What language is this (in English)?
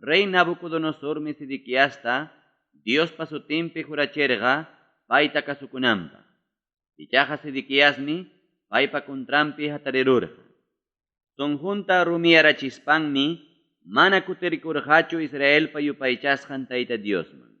Ayacucho Quechua